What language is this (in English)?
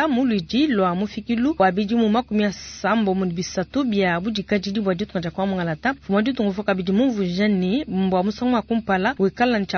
Luba-Lulua